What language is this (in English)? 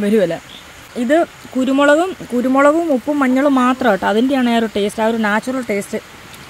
Malayalam